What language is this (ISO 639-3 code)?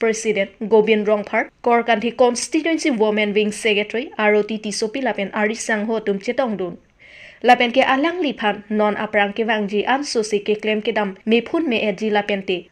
mjw